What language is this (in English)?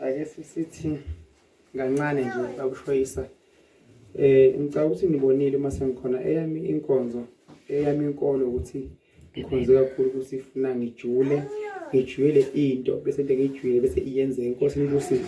Zulu